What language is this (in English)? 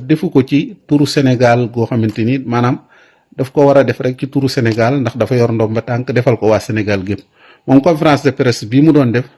Wolof